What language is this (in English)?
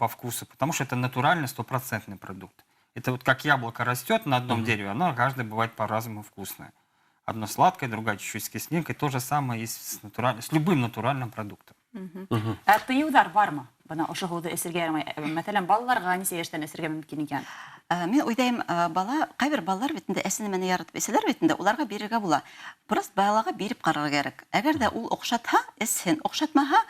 Bashkir